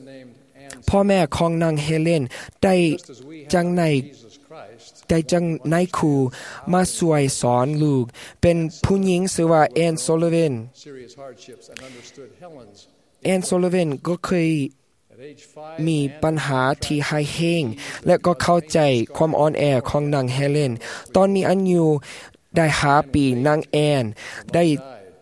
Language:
Thai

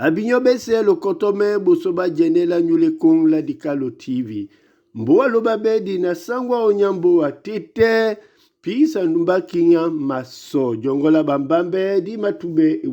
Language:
Duala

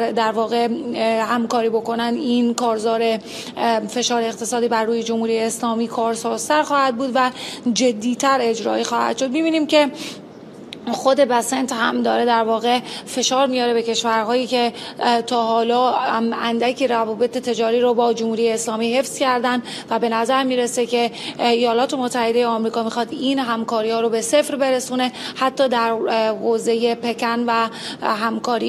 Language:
Persian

